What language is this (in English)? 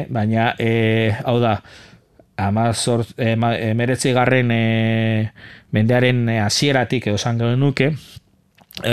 Basque